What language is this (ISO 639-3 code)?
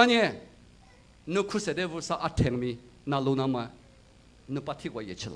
lis